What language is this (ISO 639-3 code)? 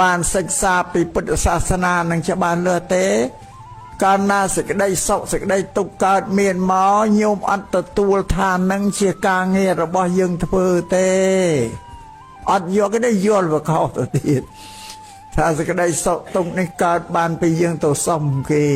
khm